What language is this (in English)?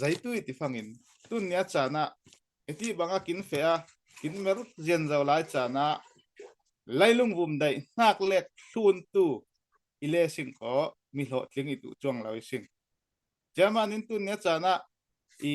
Falam Chin